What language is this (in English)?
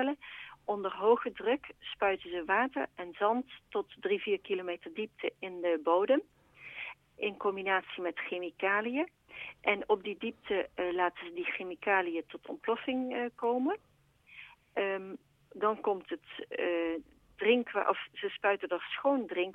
Dutch